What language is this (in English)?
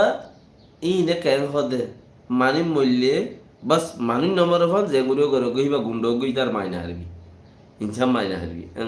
Rohingya